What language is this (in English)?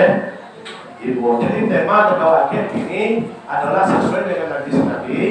Minangkabau